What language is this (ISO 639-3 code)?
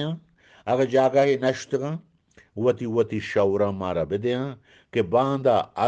bgp